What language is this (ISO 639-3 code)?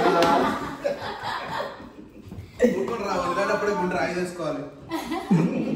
tel